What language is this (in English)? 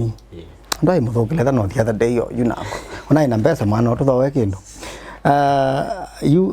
Kamba